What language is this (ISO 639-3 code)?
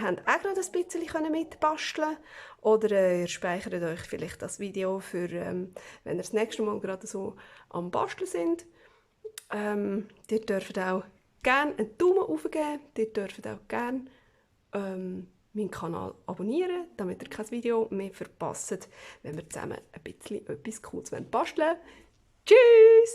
gsw